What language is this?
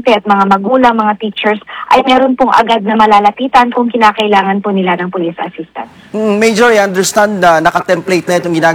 Filipino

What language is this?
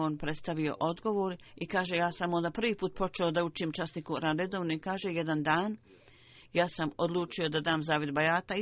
Bosnian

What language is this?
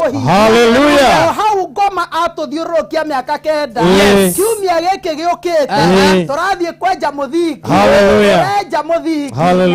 Kikuyu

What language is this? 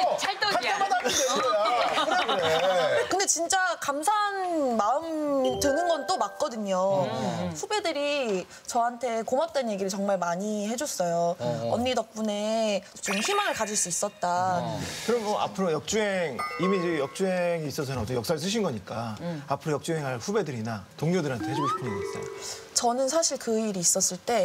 Korean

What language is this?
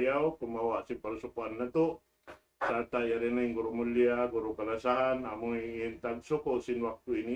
Tausug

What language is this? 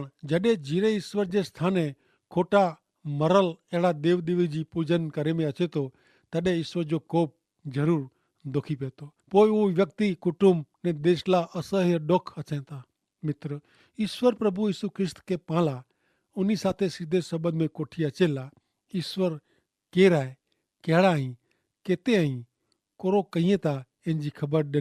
Kachhi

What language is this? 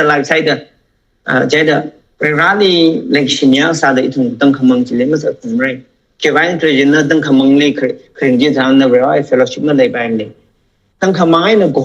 Tangkhul Naga (India)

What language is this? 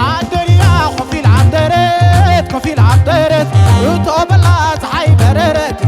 Tigrinya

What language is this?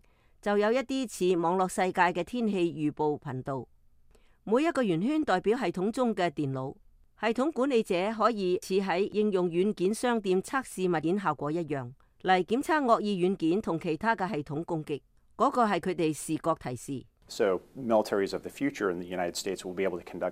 Cantonese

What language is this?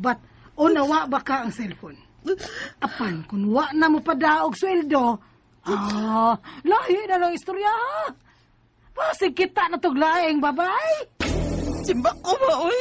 Cebuano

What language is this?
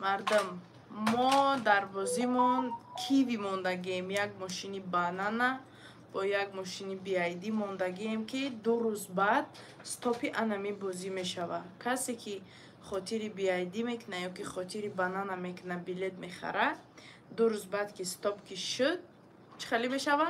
Tajik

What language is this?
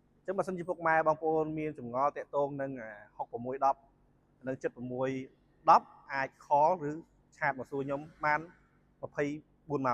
Khmer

